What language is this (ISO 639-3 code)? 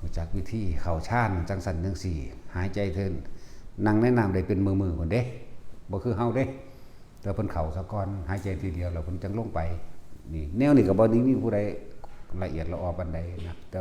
tts